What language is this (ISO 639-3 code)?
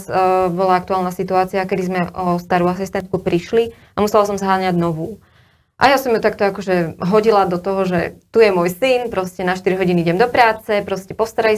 slk